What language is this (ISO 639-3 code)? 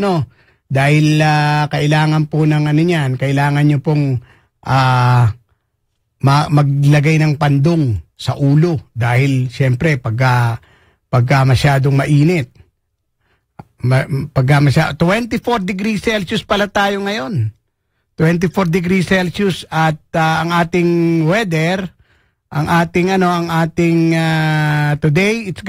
fil